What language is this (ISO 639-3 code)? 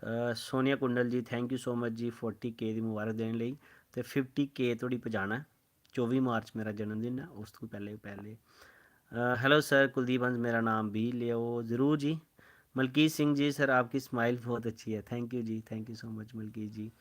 doi